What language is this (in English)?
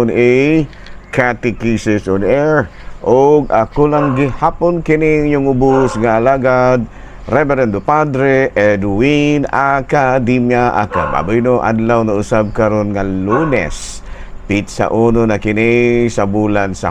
Cebuano